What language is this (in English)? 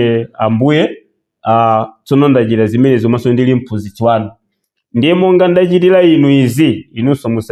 Nyanja